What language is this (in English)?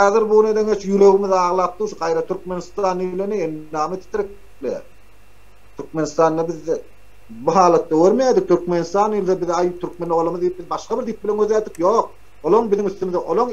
Turkmen